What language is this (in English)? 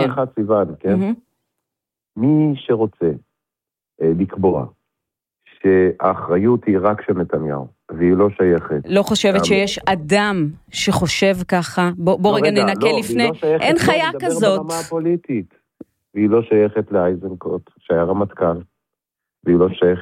Hebrew